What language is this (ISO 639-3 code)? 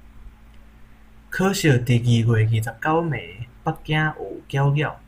nan